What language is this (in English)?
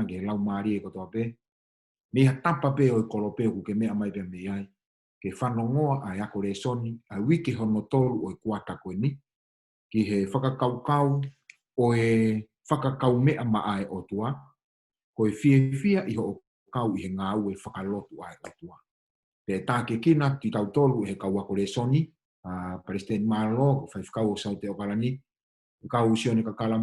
Tongan